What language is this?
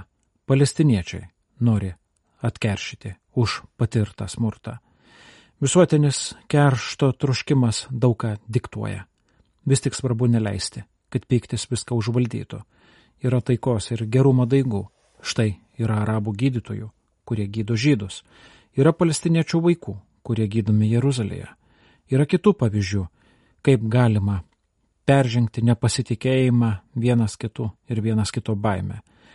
Lithuanian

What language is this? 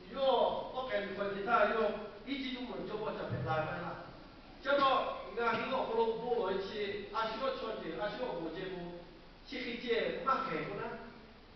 Lahu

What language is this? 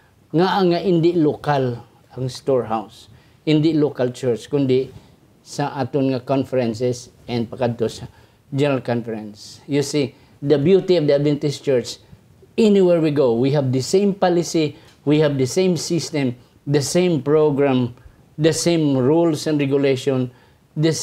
Hiligaynon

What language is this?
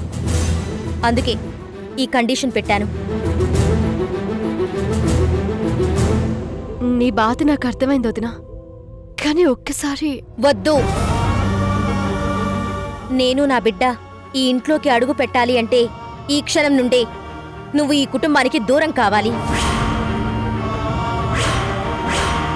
Telugu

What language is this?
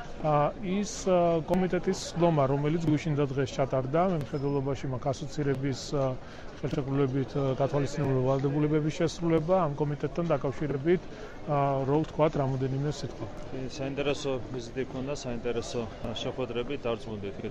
Georgian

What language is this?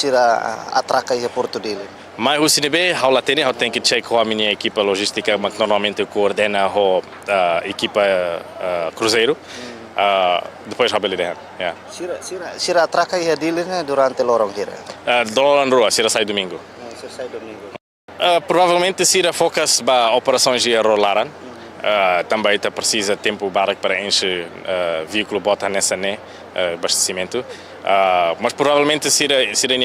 Tetum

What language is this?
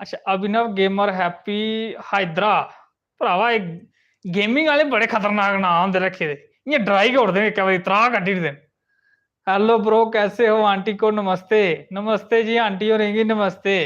Dogri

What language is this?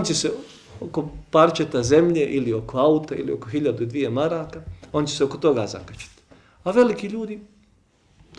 Bosnian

